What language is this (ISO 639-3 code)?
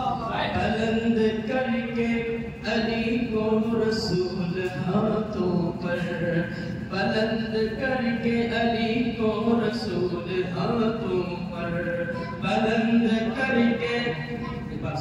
hin